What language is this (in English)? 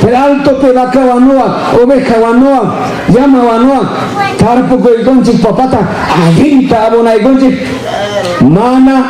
Ayacucho Quechua